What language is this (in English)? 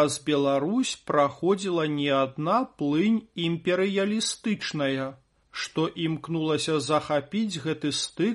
Belarusian